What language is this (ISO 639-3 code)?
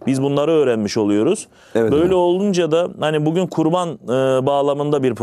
tur